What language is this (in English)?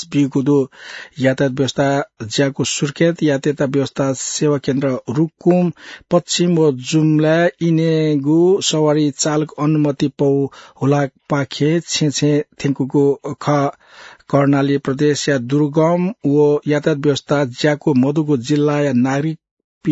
Newari